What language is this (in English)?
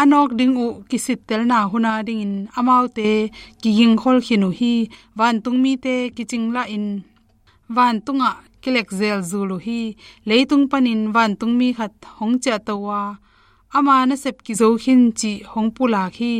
Tedim Chin